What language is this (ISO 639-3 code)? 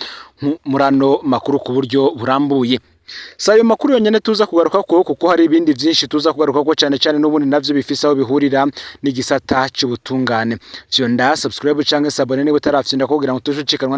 run